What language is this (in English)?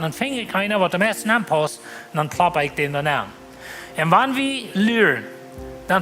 Plautdietsch